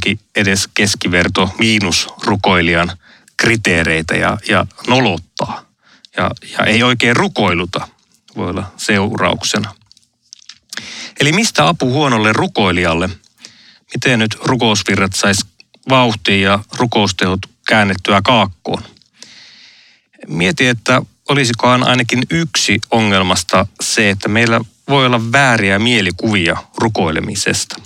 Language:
Finnish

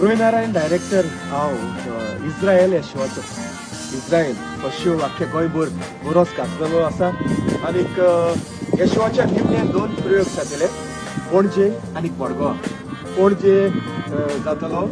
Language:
Konkani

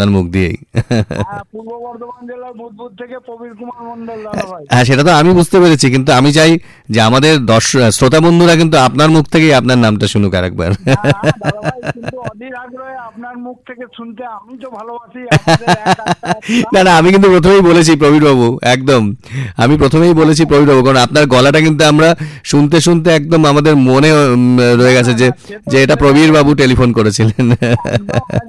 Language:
Bangla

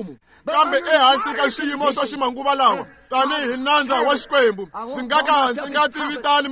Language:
Tsonga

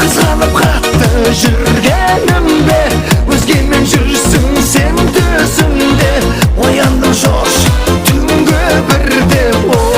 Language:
Kara-Kalpak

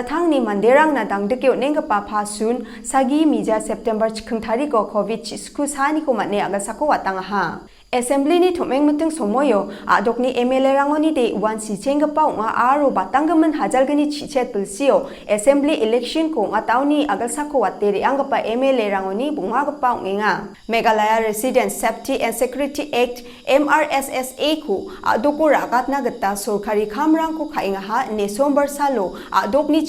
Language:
Garo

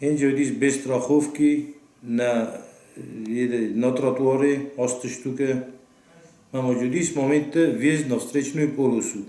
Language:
Ossetic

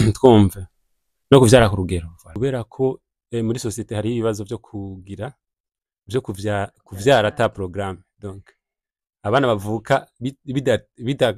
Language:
Rundi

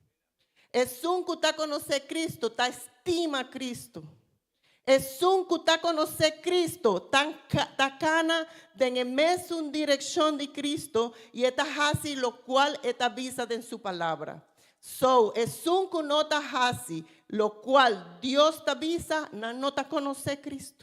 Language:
Papiamento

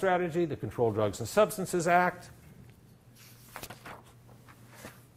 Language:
English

